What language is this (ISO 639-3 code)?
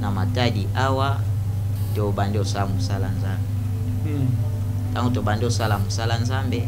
lin